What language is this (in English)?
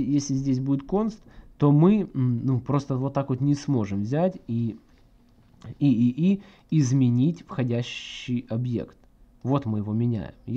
Russian